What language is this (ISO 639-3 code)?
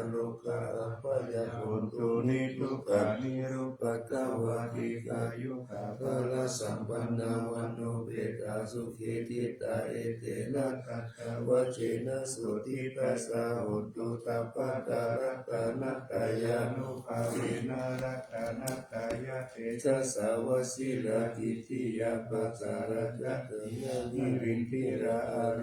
pli